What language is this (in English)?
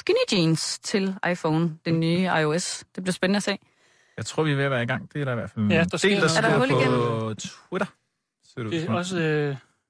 Danish